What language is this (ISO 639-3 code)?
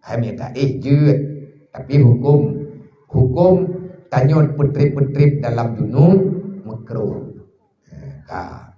ace